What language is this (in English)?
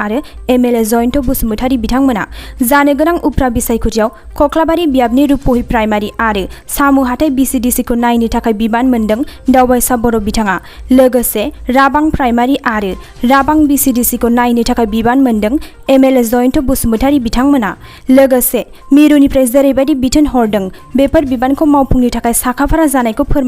Bodo